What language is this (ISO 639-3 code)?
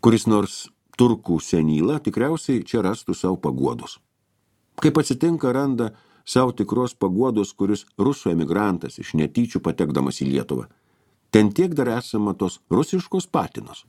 lit